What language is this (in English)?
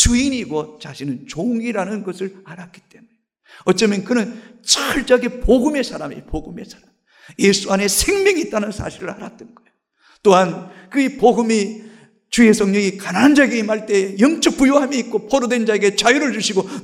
Korean